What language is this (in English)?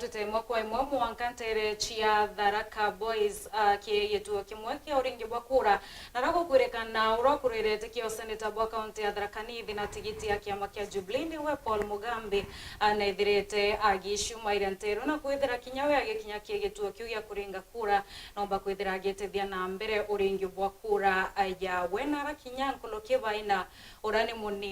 Meru